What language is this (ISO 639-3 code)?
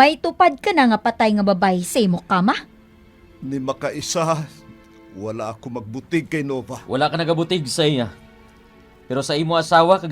hil